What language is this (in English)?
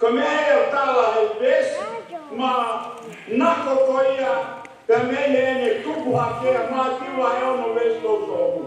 Tongan